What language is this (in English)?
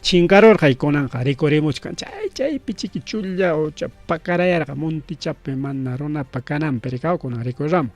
Ayacucho Quechua